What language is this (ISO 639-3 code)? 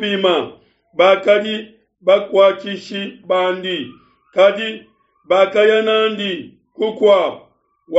lua